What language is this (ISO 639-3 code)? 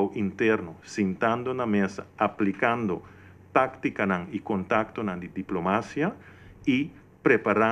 pap